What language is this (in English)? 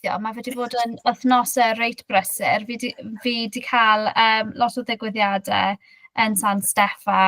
Welsh